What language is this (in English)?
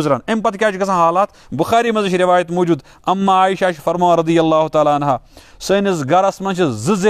Kashmiri